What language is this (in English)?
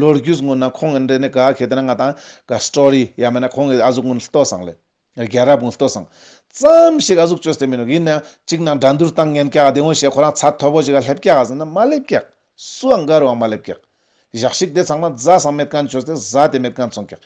Ladakhi